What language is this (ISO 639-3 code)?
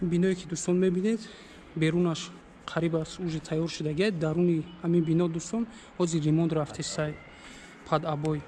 tgk